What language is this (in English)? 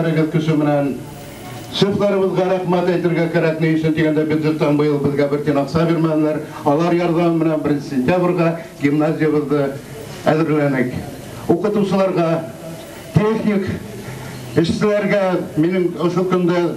Bashkir